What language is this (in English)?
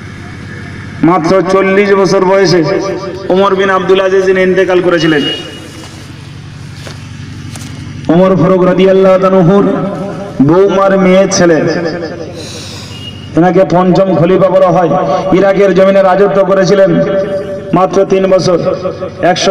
Bangla